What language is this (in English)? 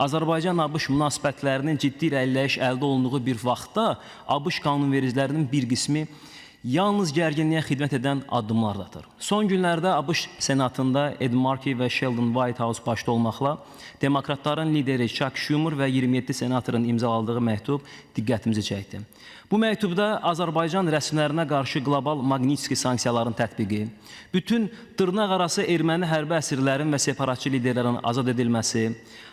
Azerbaijani